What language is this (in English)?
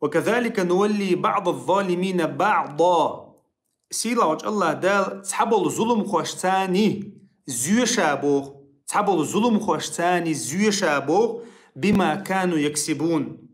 Chechen